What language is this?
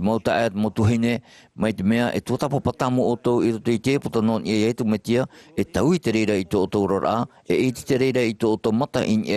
Tahitian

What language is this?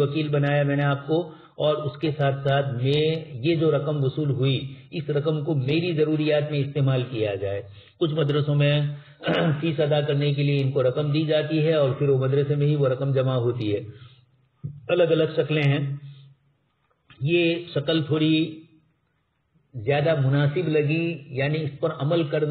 Urdu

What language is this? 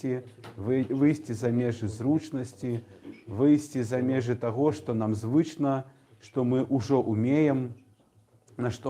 Belarusian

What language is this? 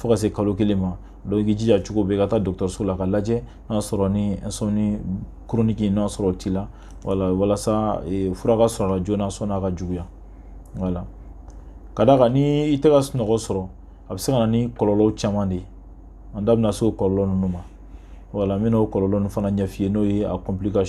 Bambara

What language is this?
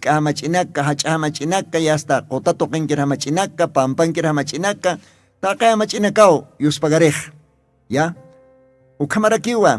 Aymara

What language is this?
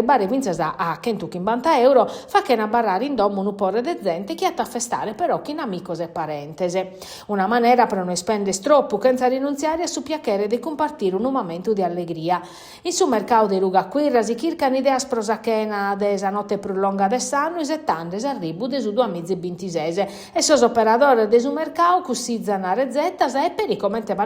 Sardinian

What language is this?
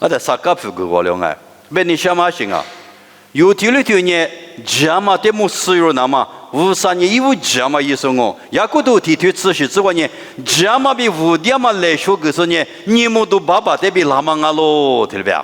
Lisu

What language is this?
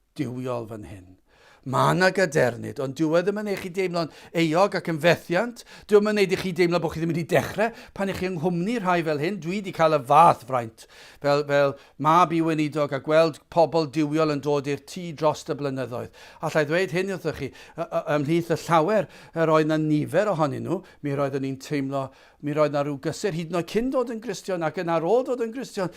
Welsh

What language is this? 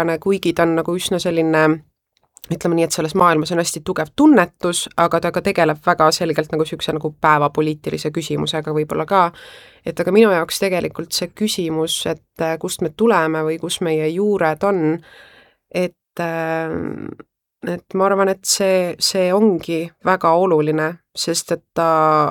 Estonian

